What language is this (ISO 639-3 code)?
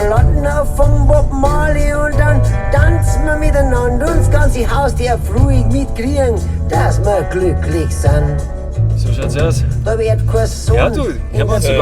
bar